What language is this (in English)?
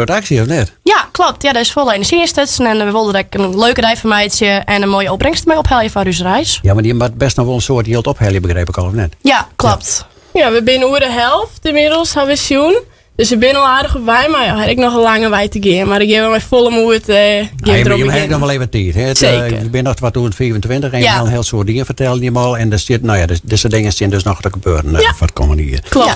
Western Frisian